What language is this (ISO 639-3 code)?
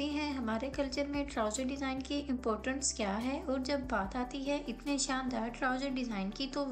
hin